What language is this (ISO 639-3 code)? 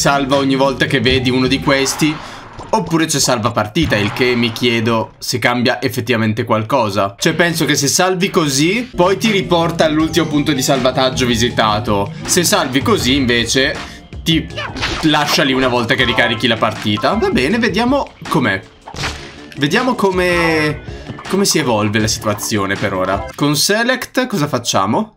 ita